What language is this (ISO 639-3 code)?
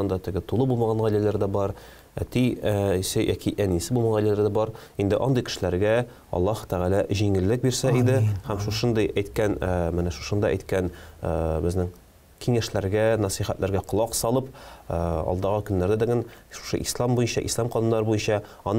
tat